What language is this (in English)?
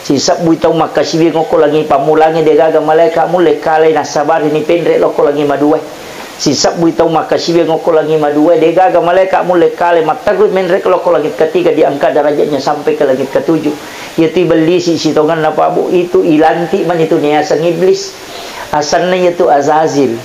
Buginese